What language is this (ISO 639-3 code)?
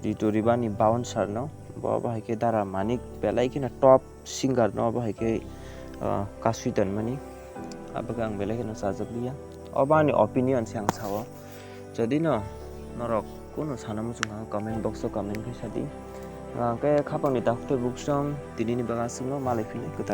trp